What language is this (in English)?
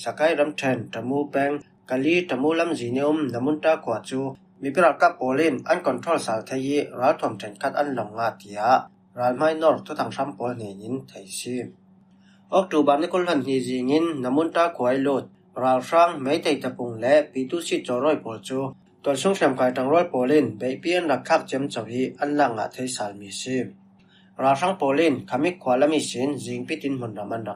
Falam Chin